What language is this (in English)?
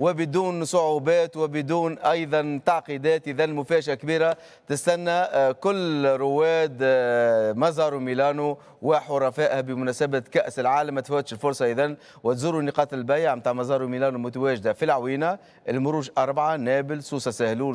Tunisian Arabic